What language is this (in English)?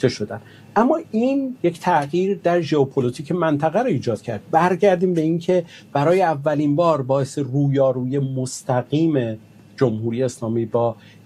Persian